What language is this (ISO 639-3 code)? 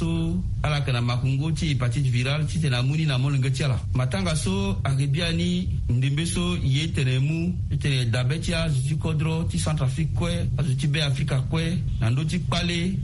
sag